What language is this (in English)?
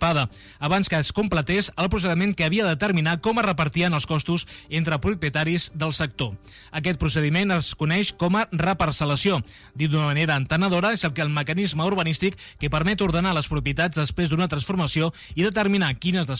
Catalan